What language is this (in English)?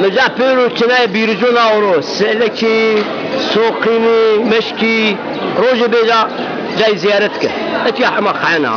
Zaza